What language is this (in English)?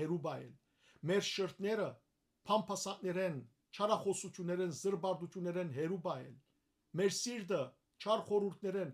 Western Armenian